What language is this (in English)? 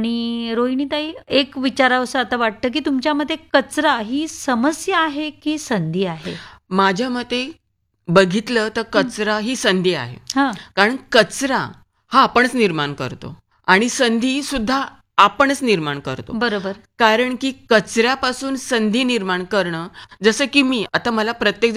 Marathi